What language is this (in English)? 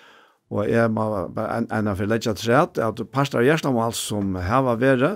Faroese